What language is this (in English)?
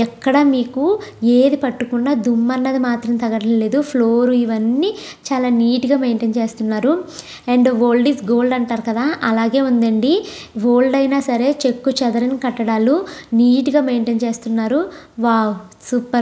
Telugu